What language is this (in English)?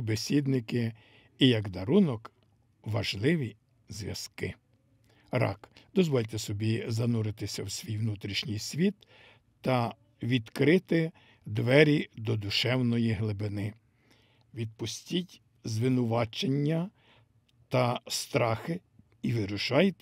Ukrainian